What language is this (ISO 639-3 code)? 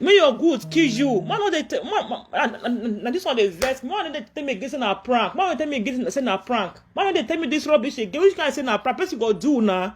pcm